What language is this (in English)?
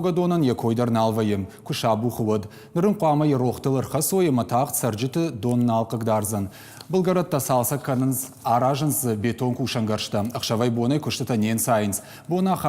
Ossetic